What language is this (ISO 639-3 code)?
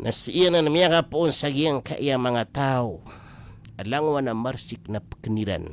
mrw